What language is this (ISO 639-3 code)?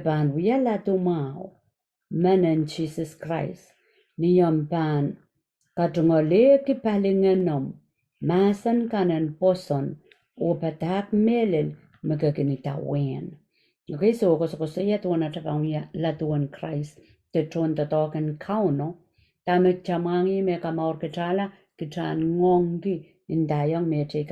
pon